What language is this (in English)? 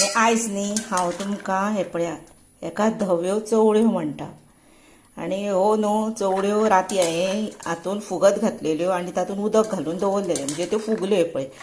Konkani